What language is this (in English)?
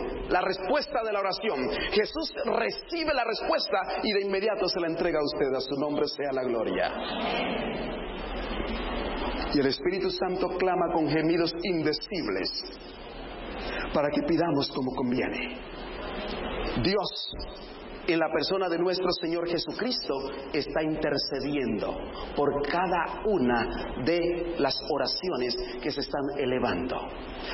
Spanish